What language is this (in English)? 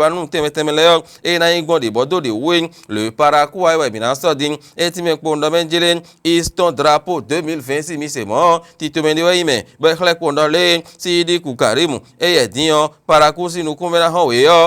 Fon